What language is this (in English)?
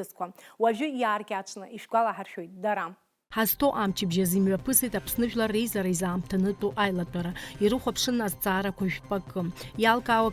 Abkhazian